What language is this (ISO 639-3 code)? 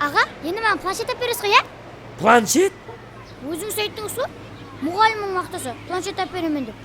kaa